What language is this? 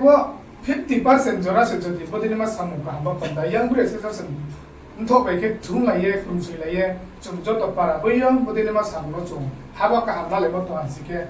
Riang (India)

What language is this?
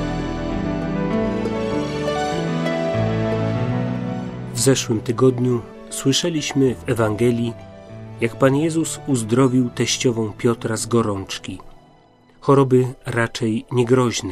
Polish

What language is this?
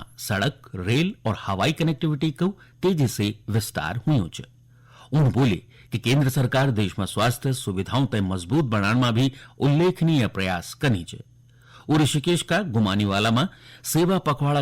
Garhwali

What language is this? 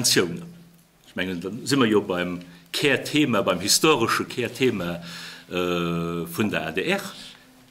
Luxembourgish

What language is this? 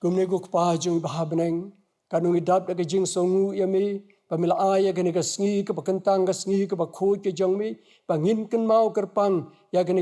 Khasi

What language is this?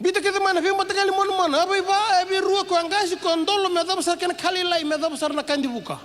Fijian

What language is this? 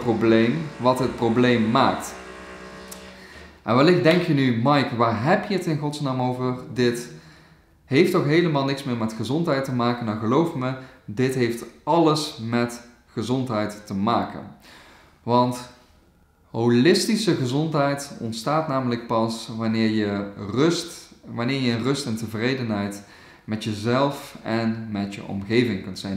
Dutch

